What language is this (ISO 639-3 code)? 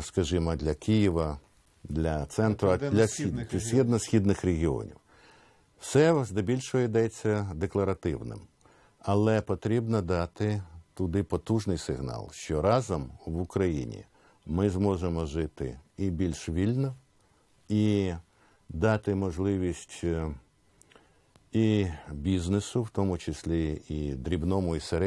ukr